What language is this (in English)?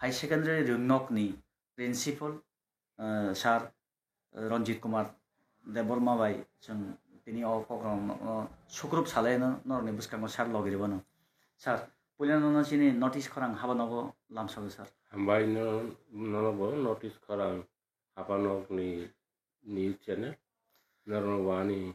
Kok Borok